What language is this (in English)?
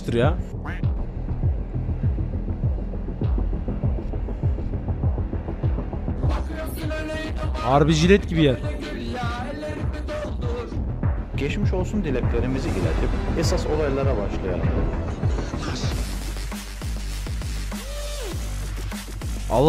Turkish